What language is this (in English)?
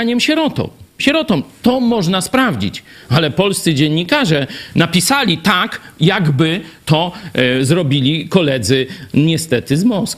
Polish